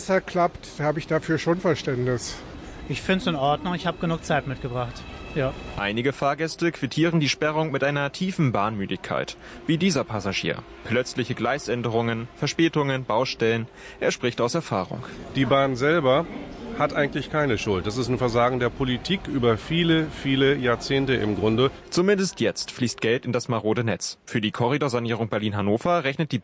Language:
German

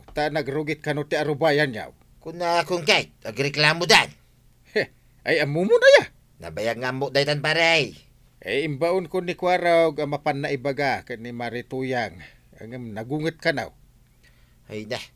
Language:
Iloko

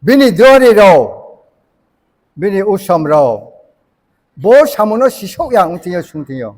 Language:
Riang (India)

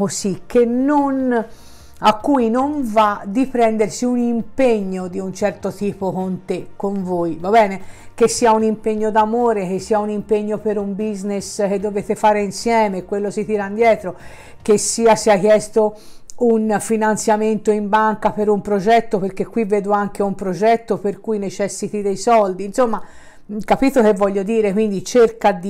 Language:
Italian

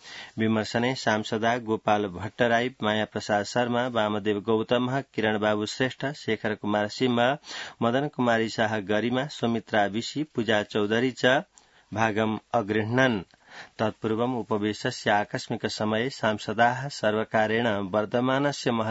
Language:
Sanskrit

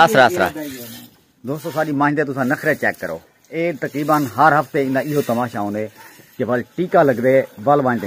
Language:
Saraiki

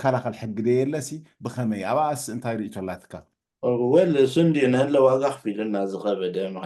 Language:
Tigrinya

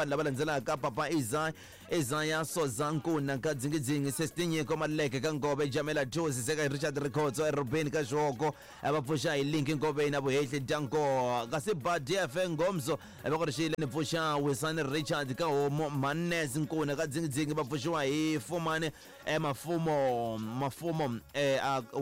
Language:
Tsonga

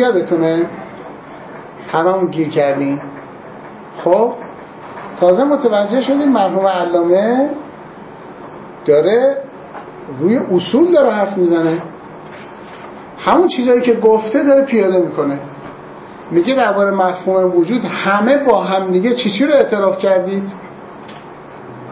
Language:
Persian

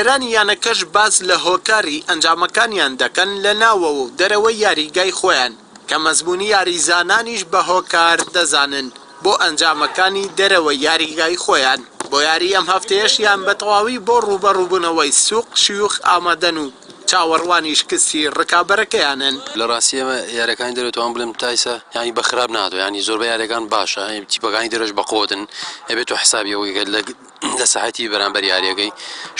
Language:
Central Kurdish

